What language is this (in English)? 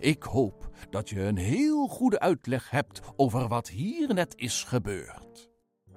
Dutch